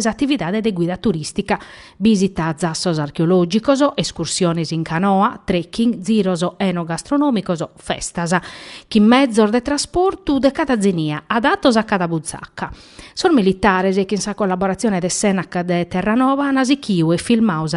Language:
Sardinian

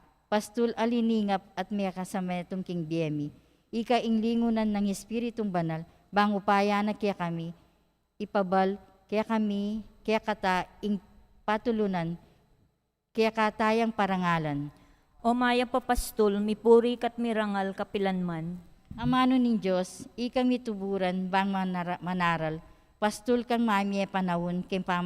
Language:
Pampanga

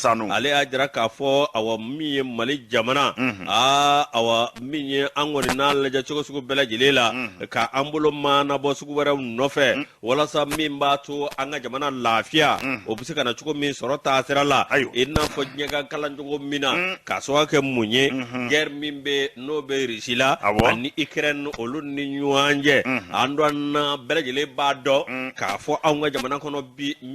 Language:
Bambara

